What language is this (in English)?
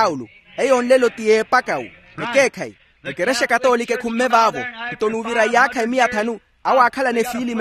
Makhuwa